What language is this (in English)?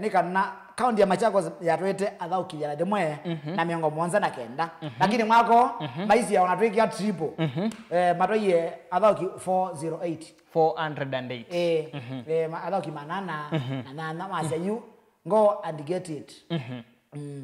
Kamba